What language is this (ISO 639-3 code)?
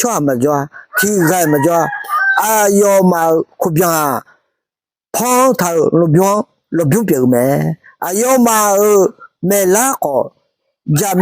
ahk